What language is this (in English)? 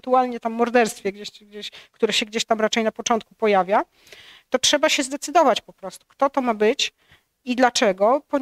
Polish